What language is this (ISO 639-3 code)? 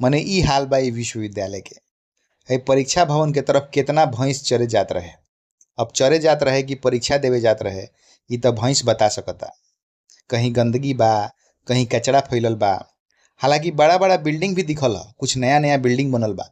bho